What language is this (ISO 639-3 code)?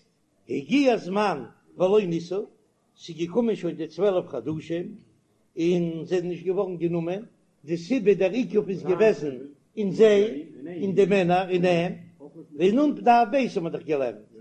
yid